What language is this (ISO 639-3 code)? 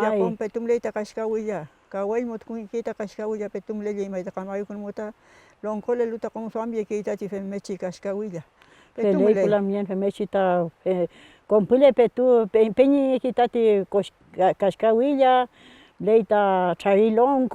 arn